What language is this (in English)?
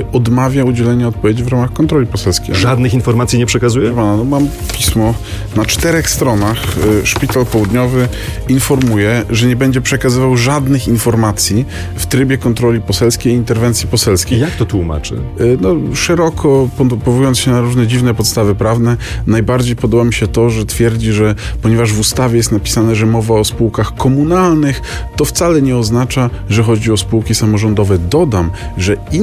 Polish